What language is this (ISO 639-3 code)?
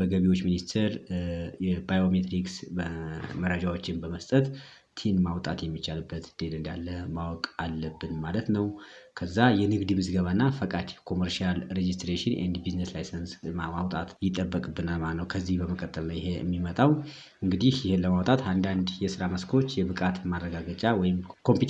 amh